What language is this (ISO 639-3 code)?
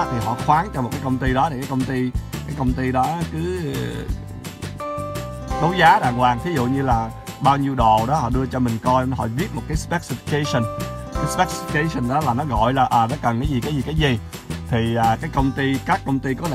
vie